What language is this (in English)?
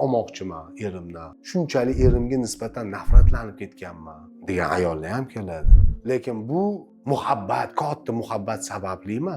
Uzbek